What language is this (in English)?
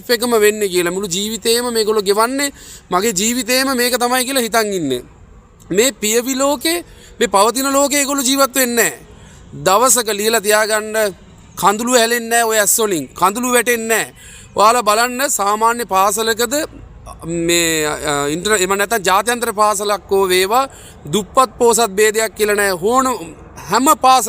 Sinhala